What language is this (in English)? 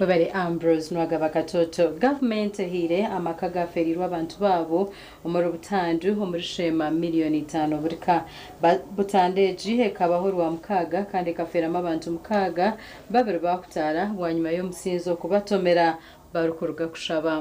Nyankole